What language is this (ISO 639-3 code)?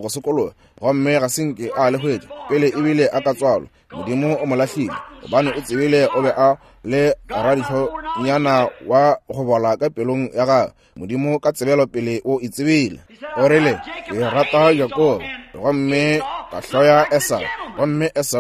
nso